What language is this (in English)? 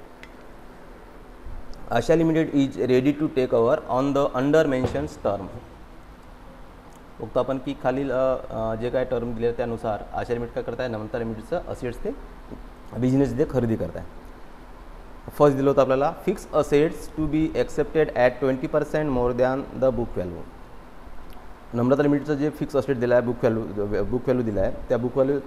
Marathi